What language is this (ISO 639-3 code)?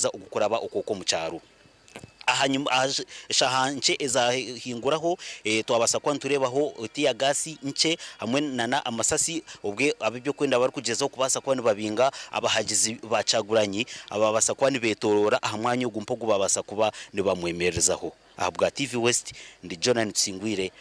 nyn